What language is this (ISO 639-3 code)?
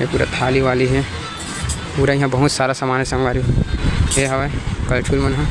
hne